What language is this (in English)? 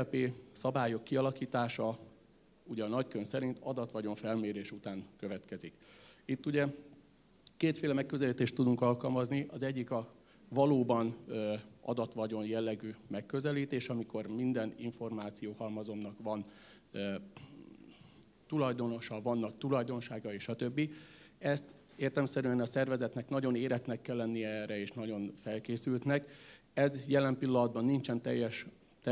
Hungarian